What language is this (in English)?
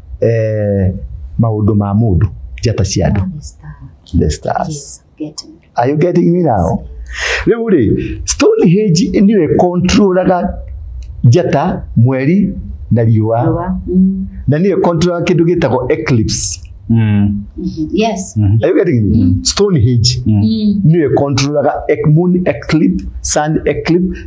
Kikuyu